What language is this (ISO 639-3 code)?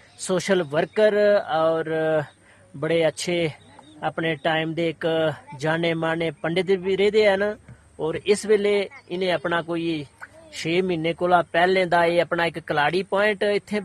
doi